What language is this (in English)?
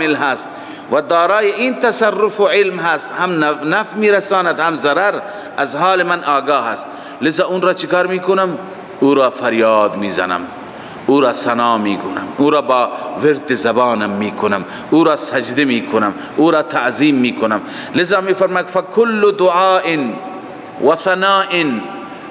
Persian